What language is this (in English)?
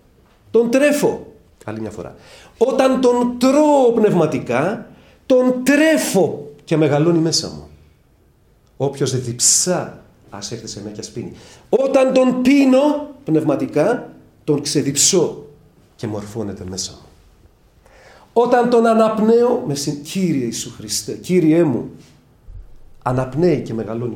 Greek